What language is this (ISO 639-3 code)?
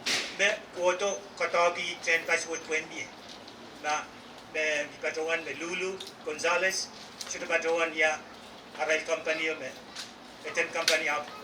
pon